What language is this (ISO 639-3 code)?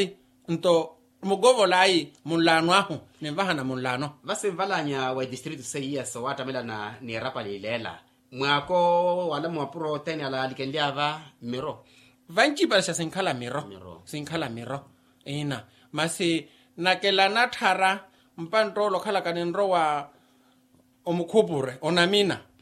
vmw